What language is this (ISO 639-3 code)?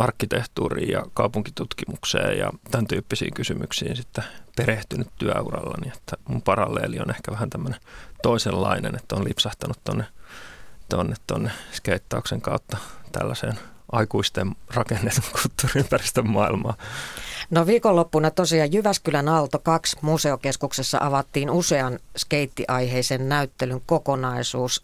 fin